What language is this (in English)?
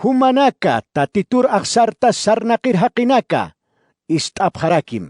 Aymara